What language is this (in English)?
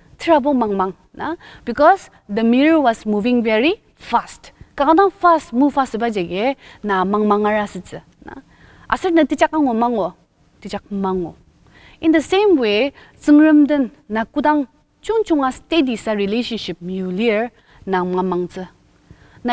Ao Naga